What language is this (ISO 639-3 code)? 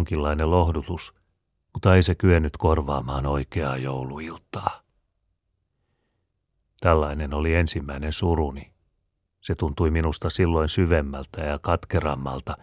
fin